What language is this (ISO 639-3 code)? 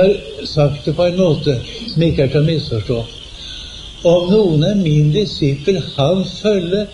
nor